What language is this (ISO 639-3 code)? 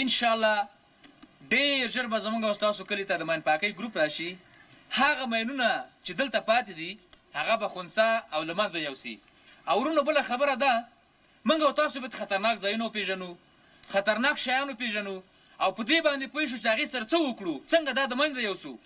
pus